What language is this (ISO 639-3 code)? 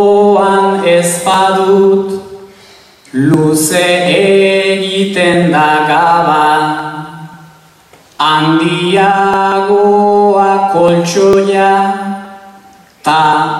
eus